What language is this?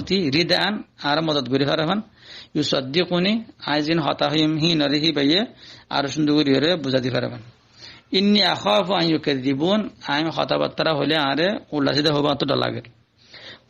Rohingya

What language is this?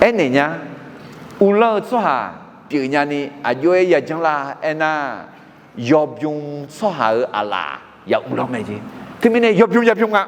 Akha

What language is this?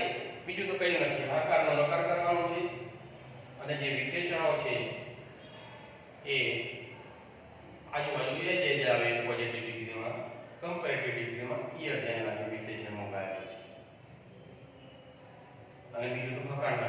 Gujarati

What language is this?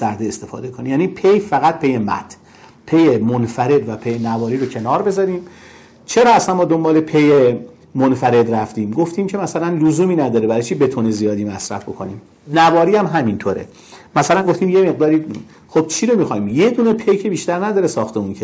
Persian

